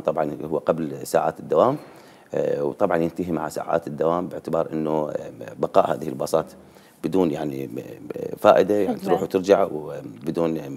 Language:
Mesopotamian Arabic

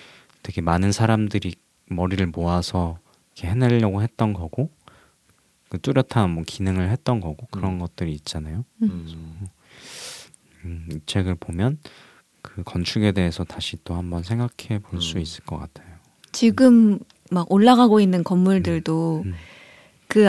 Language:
Korean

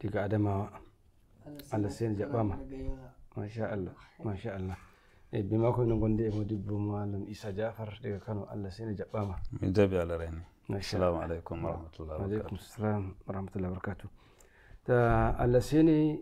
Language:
Nigerian Fulfulde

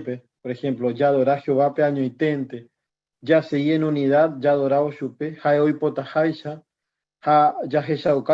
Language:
Guarani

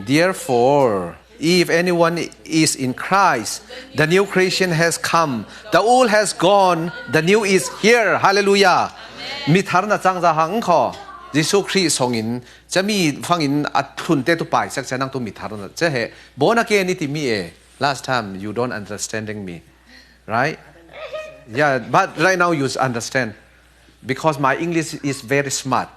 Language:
Falam Chin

